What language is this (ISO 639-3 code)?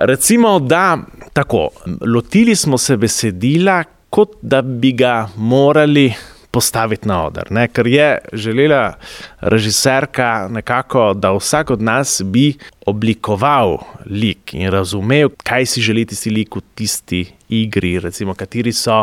slv